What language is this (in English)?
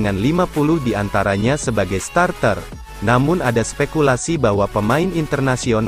Indonesian